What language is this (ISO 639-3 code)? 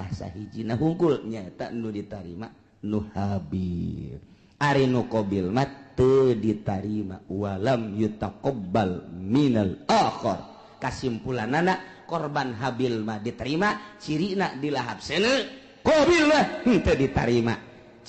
sun